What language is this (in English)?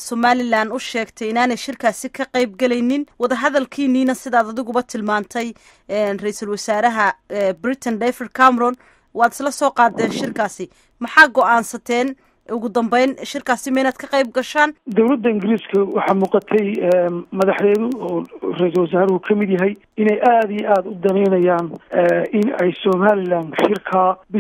Somali